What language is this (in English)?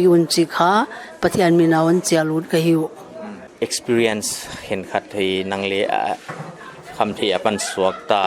Paite Chin